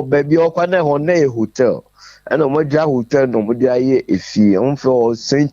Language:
Akan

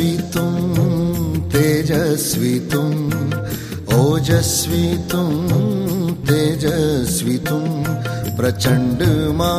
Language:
Hindi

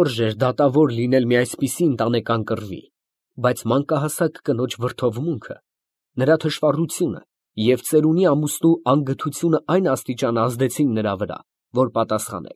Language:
Armenian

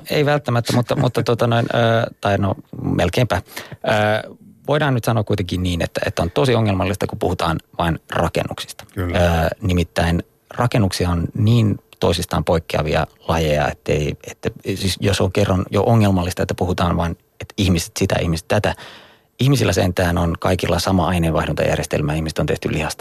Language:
Finnish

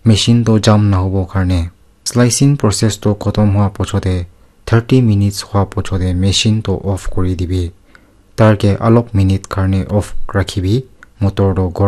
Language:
Naga Pidgin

